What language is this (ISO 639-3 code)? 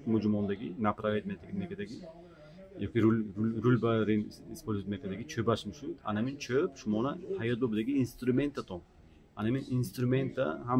tgk